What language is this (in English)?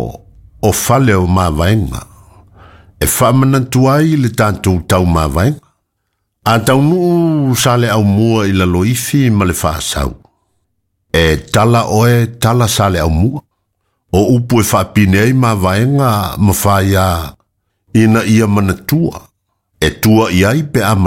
Samoan